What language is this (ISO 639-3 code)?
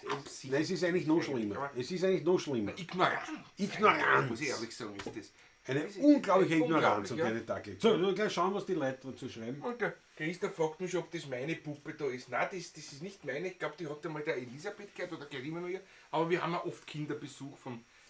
bar